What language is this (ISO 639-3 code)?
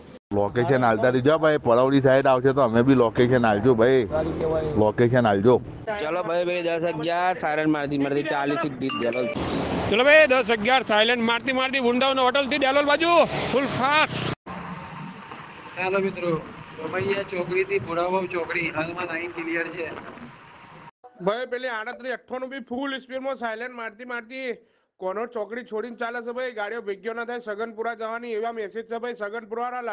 guj